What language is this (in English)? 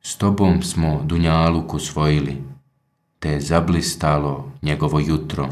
Bosnian